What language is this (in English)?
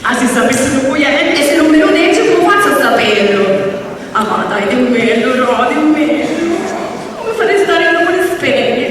Sicilian